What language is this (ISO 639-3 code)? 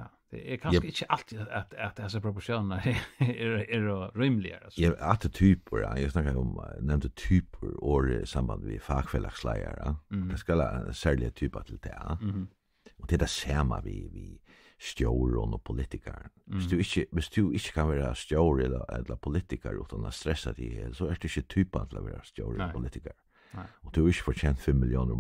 fao